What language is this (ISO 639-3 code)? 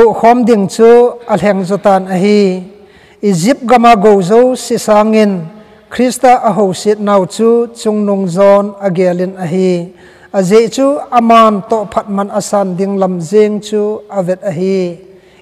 tcz